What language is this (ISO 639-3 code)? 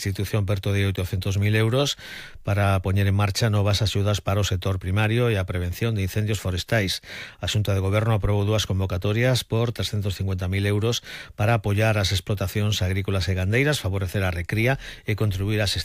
glg